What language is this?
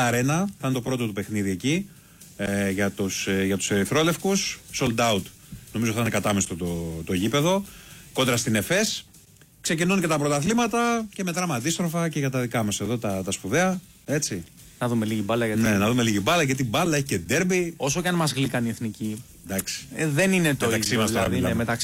Greek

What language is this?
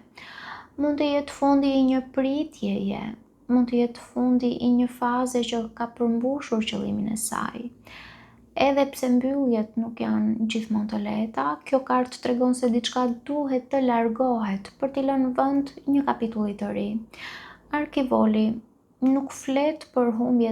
Albanian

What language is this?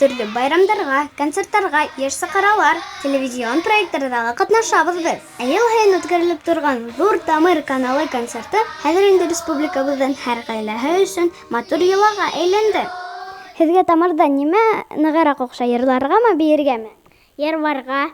Bashkir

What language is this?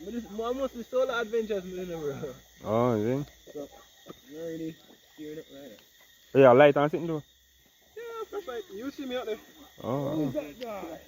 Jamaican Creole English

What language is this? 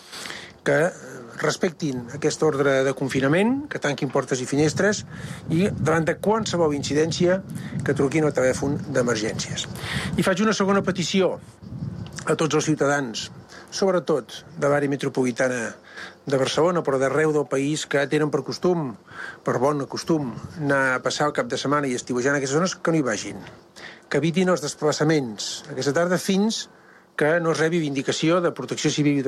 Catalan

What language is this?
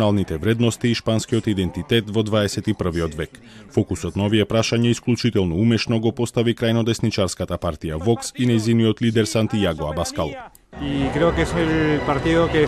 Macedonian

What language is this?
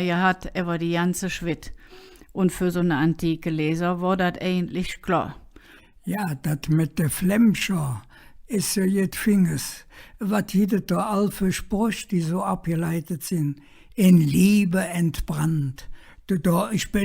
Colognian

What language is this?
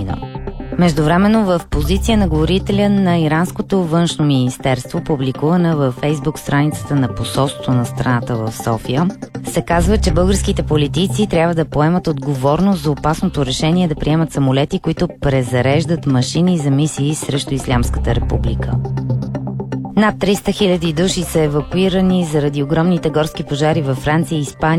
Bulgarian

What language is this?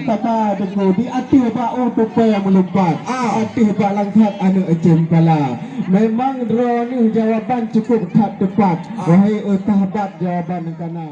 Achinese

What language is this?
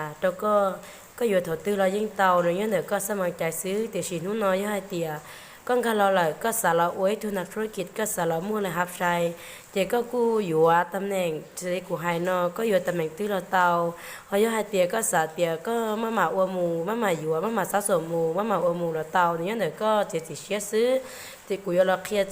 Hmong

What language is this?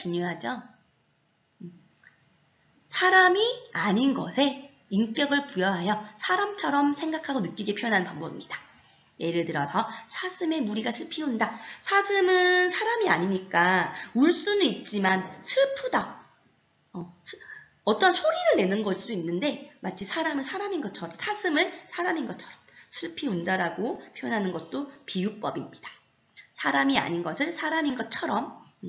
Korean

